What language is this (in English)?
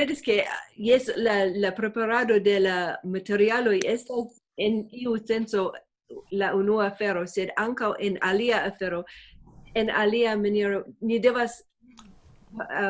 Esperanto